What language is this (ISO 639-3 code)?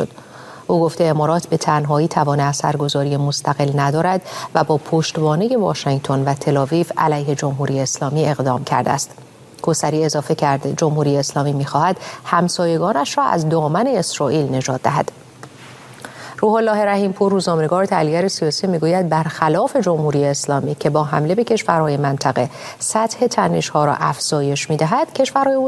fas